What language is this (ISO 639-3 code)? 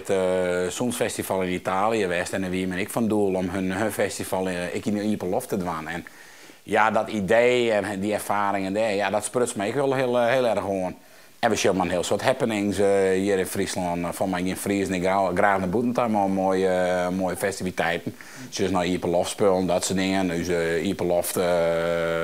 fry